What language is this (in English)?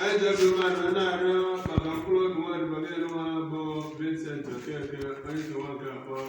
Igbo